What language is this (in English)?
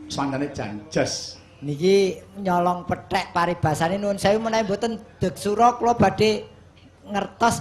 Javanese